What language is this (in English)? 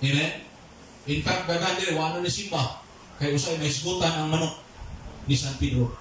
Cebuano